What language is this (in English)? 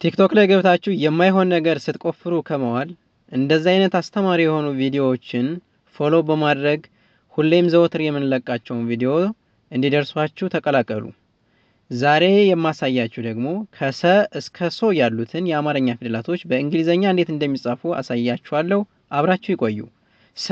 Amharic